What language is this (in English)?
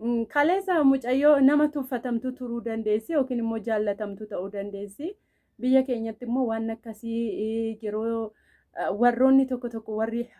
Oromo